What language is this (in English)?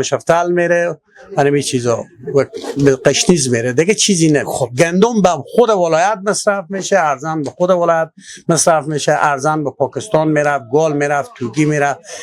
Persian